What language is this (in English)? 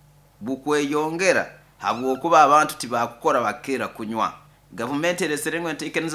Nyoro